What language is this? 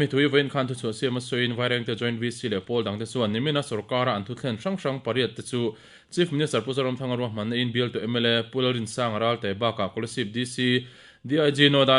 Mizo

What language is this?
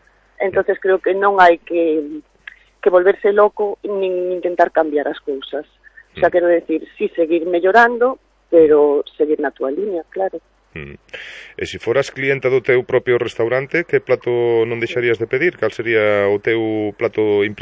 Galician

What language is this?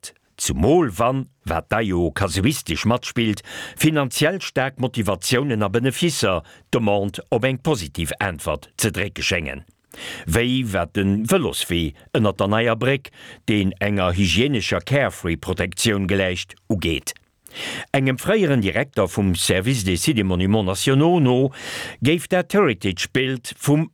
Luxembourgish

